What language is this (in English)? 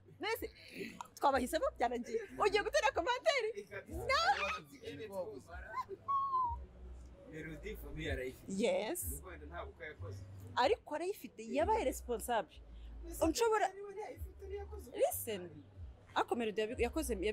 Kinyarwanda